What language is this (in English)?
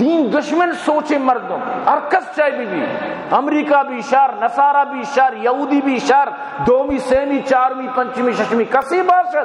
Eastern Balochi